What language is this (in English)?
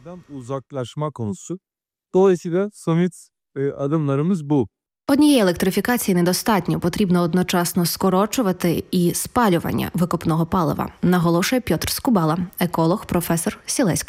Ukrainian